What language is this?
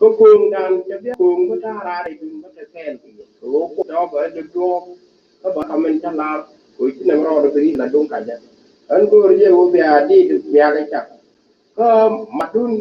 Nuer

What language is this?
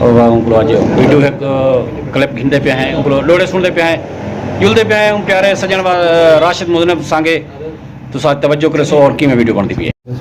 Saraiki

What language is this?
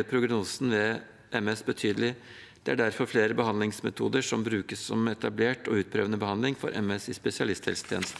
Norwegian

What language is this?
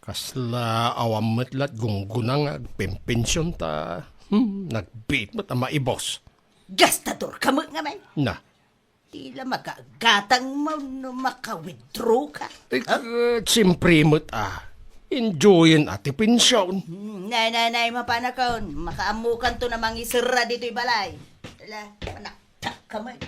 Iloko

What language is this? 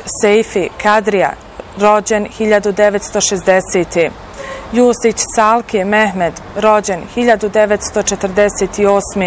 Bosnian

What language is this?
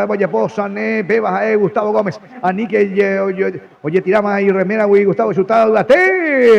Guarani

